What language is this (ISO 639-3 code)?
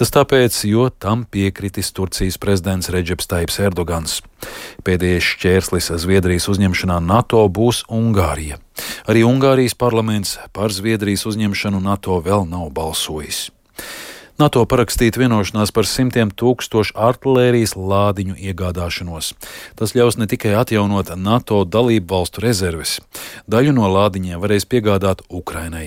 lav